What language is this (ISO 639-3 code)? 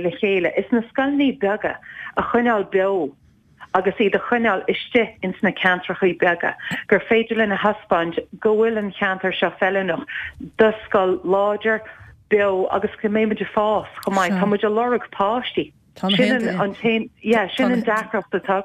gle